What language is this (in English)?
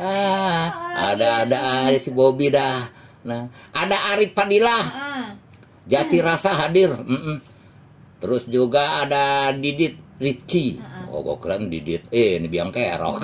Betawi